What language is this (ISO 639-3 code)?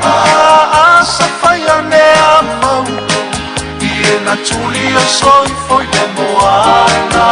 smo